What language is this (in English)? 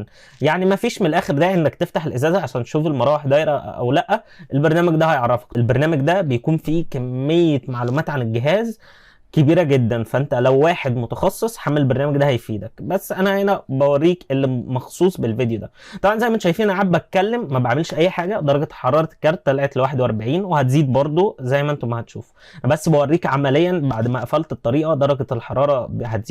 Egyptian Arabic